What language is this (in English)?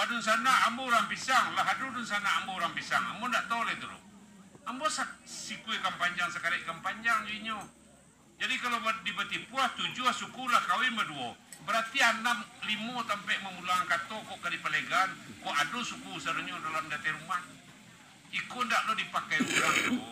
Minangkabau